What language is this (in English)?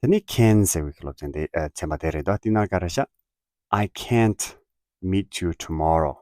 Tibetan